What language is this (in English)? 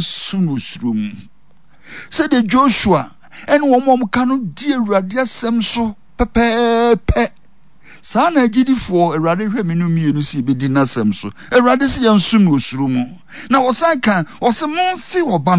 Akan